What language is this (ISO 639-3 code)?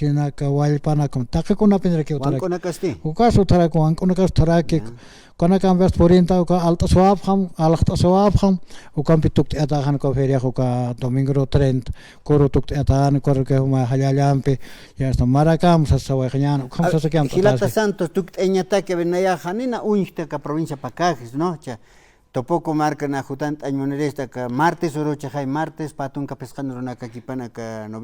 aym